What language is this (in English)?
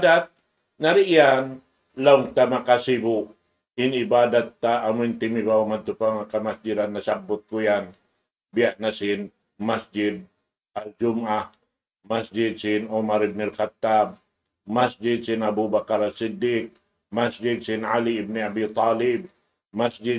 Tausug